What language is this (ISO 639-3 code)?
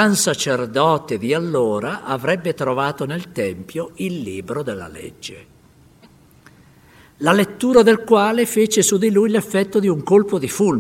ita